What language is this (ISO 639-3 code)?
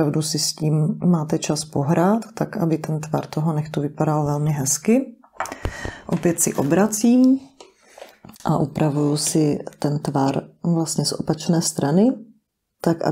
ces